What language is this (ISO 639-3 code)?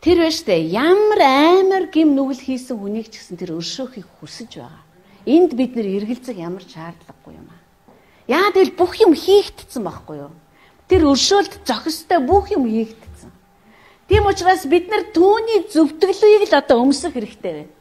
mon